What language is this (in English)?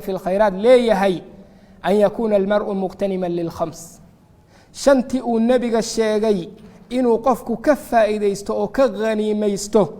Somali